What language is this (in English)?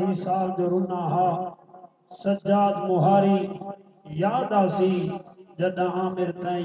Saraiki